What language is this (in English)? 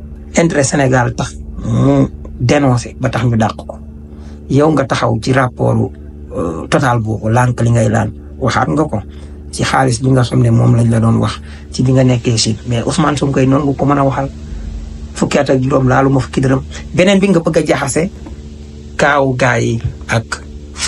Wolof